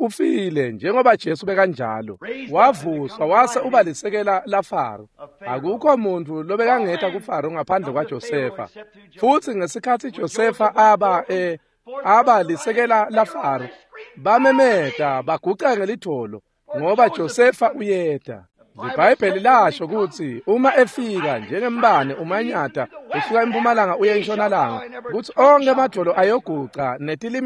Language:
Swati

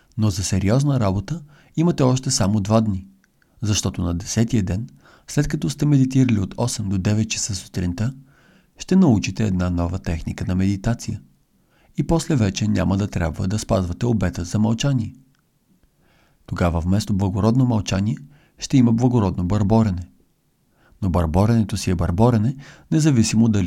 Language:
Bulgarian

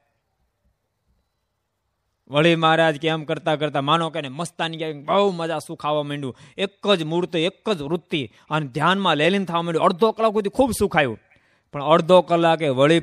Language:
Gujarati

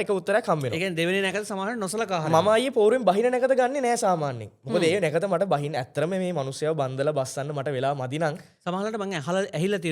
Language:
Sinhala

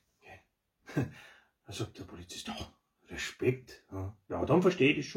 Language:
Bavarian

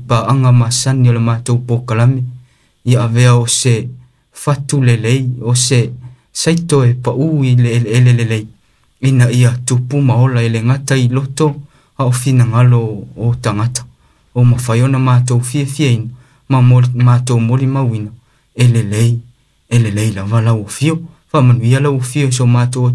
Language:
Samoan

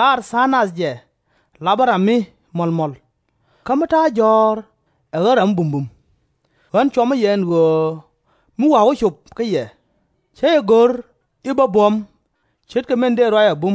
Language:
Nuer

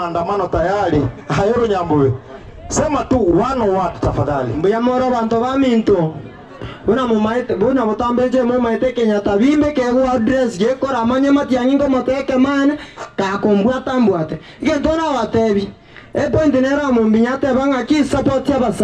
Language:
Gusii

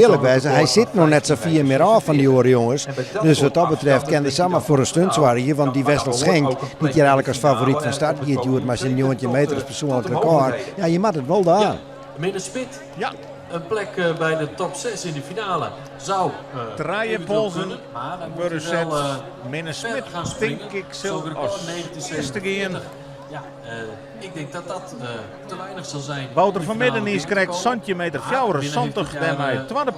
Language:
Western Frisian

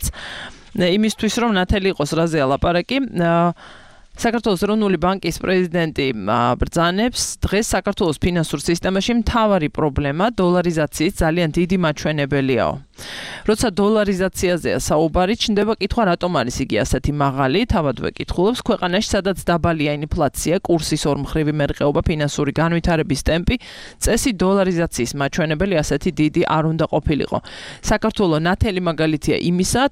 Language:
Georgian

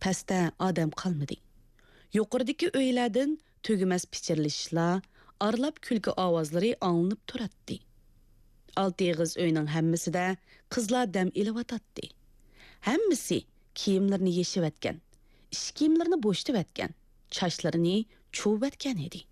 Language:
Uyghur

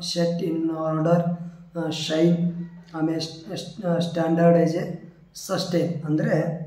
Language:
Kannada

